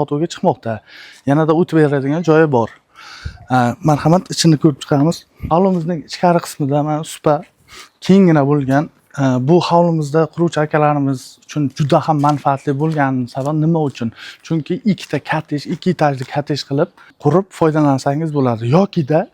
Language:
Uzbek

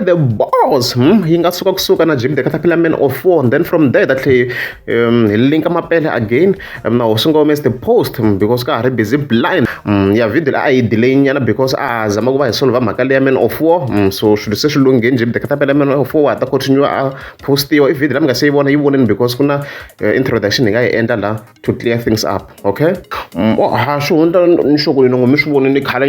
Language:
Tsonga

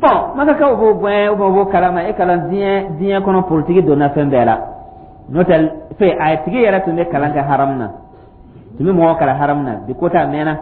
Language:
Dyula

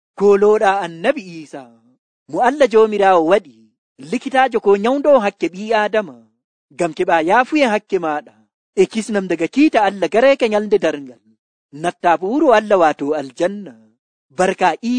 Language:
Nigerian Fulfulde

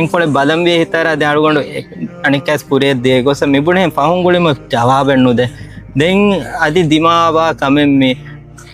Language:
Divehi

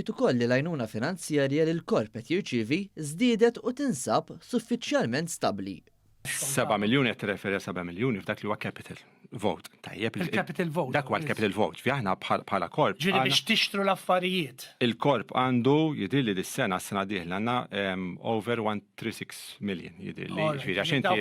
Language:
Maltese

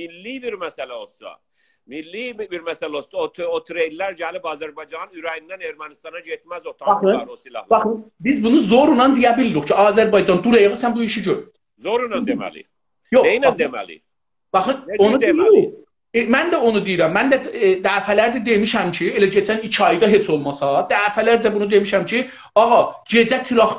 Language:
South Azerbaijani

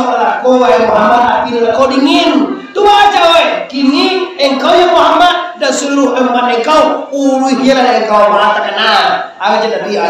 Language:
Minangkabau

